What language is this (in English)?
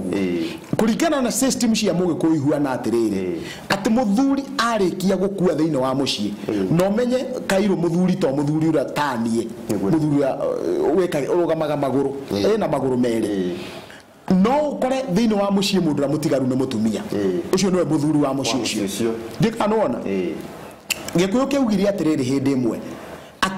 Kikuyu